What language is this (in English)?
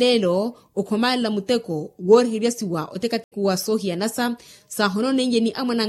Makhuwa